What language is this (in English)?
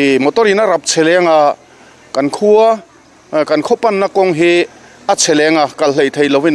Mizo